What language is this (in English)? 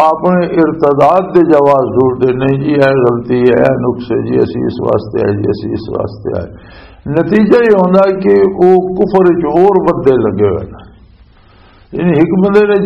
Western Panjabi